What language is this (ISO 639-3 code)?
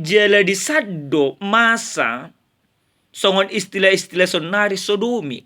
bbc